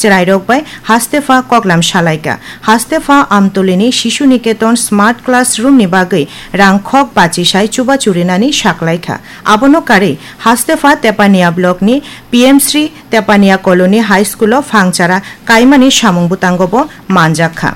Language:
Kok Borok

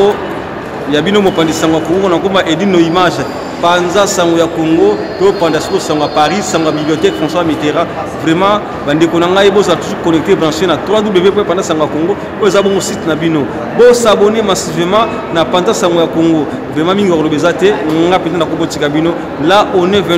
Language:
Lingala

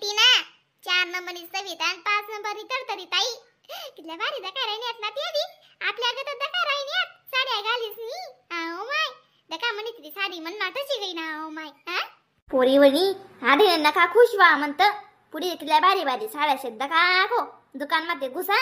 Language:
Khandesi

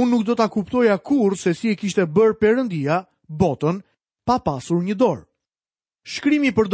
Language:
Albanian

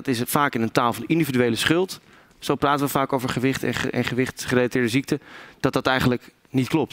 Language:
Dutch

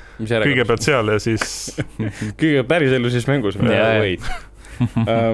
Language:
Estonian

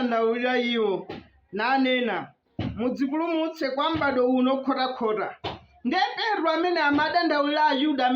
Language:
Nyanja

